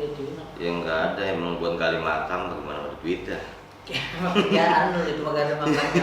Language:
Betawi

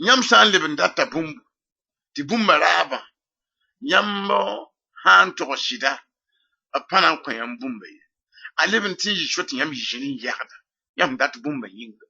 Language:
Mossi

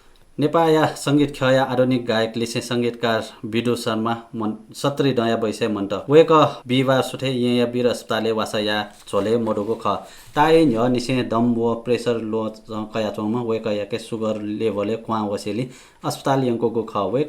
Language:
Newari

